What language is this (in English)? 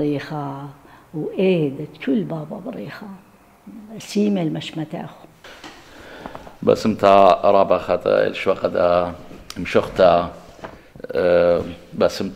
Assyrian Neo-Aramaic